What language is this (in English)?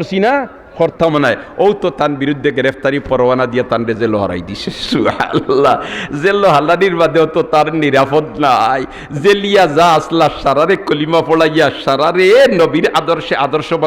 Sylheti